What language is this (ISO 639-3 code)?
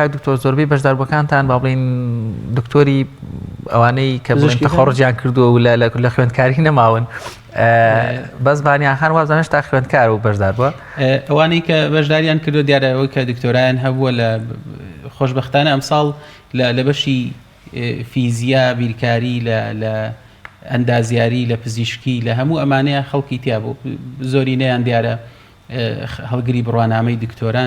ckb